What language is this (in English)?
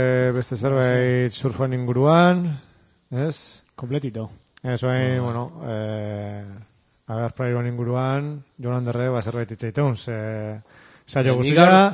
Basque